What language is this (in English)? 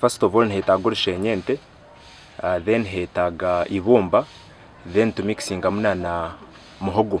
Nyankole